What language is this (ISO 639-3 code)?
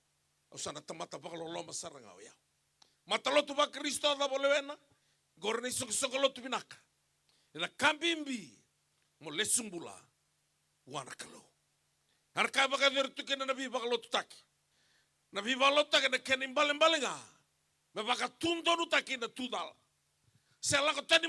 fij